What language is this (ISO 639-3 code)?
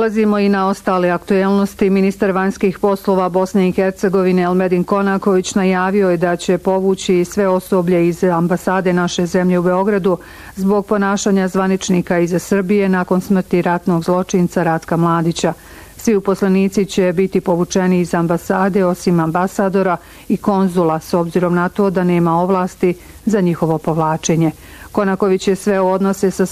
bos